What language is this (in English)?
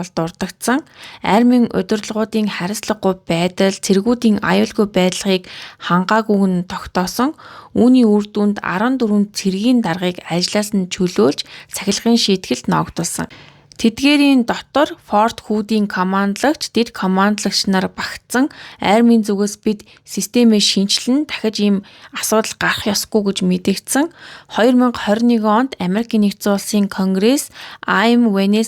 Mongolian